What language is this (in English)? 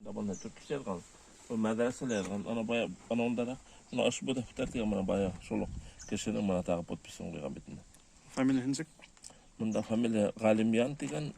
Bashkir